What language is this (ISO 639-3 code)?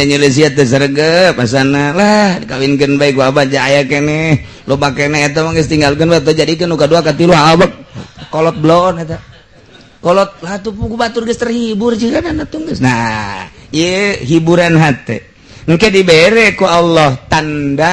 sun